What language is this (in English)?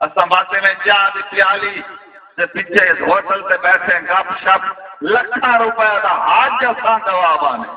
Saraiki